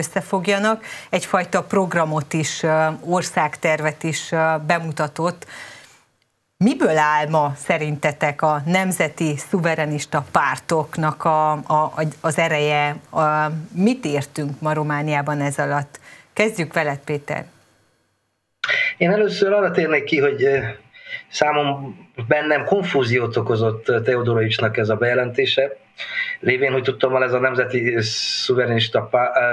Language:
Hungarian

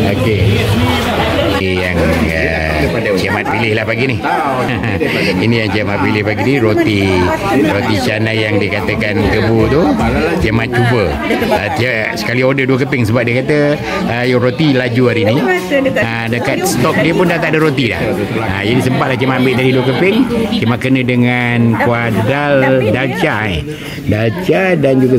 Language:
Malay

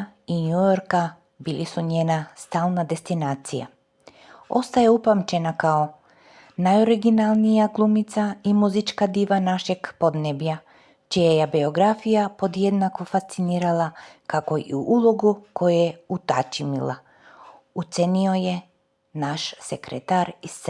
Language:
Serbian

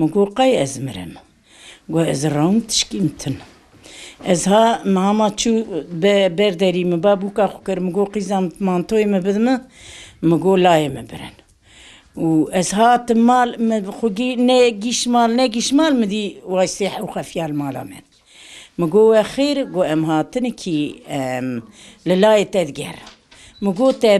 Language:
Kurdish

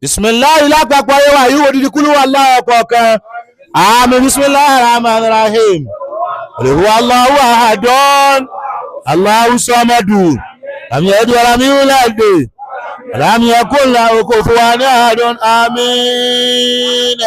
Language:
Yoruba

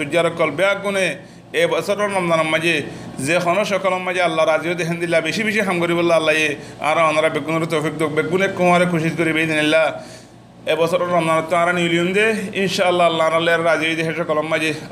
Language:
Rohingya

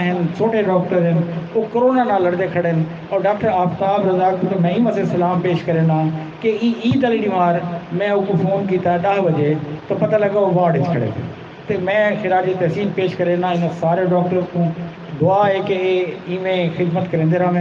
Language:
Saraiki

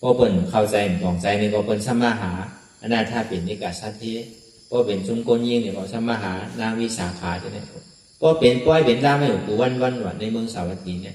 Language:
Shan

